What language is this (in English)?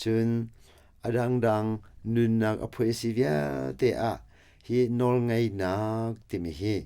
Hakha Chin